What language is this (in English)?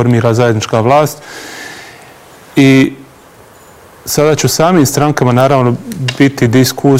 Bosnian